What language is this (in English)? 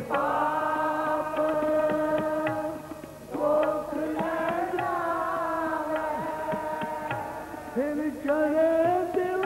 Punjabi